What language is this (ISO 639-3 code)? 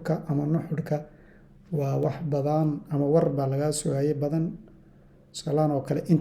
som